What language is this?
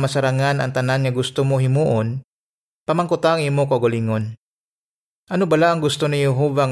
Hiligaynon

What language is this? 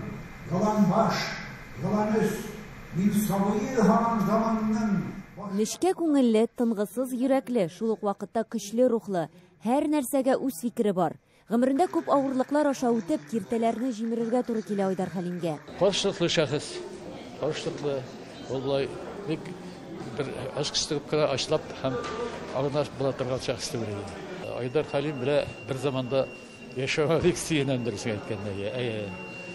Tatar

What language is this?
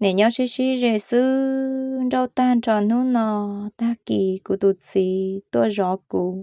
Hmong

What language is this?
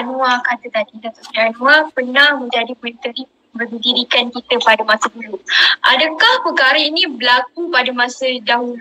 Malay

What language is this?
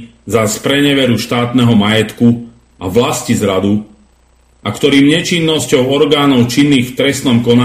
Slovak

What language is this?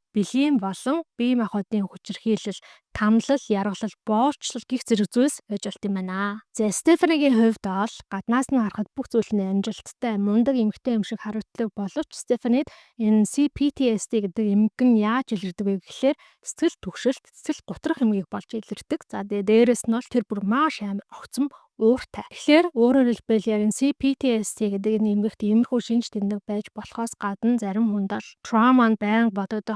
Mongolian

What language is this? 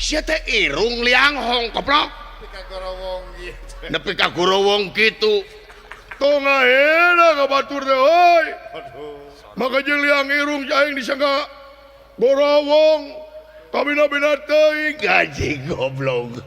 Sundanese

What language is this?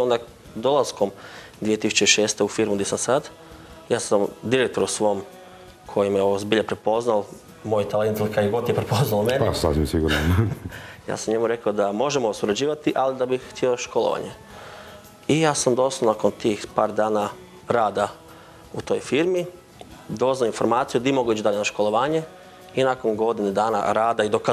Croatian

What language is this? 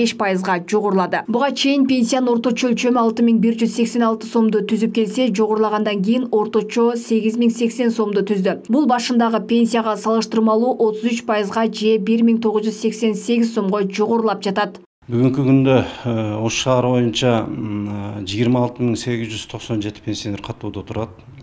Kyrgyz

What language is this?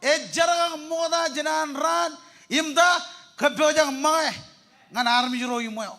Marshallese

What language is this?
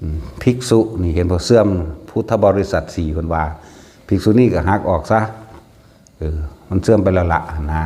Northeastern Thai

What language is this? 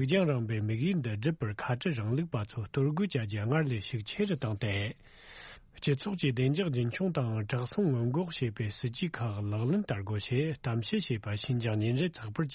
Tibetan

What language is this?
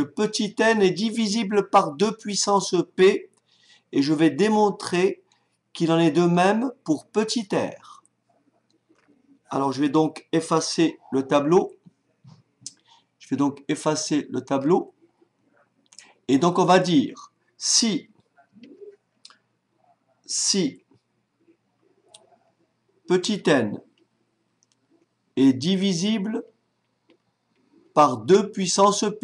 French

